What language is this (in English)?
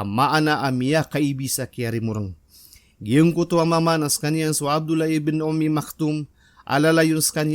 Maranao